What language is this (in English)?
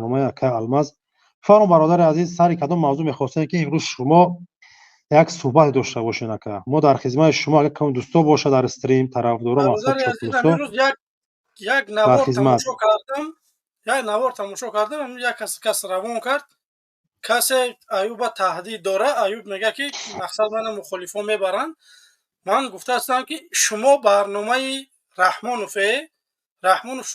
Tajik